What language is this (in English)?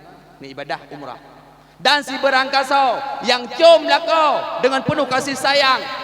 Achinese